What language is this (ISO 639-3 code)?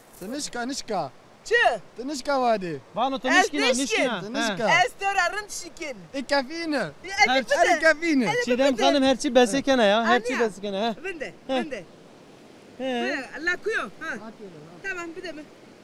zza